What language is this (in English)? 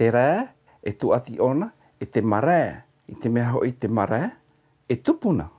Tahitian